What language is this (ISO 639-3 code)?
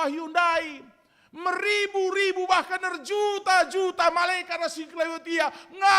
btx